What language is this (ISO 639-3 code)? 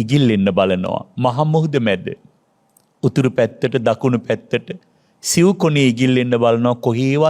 sin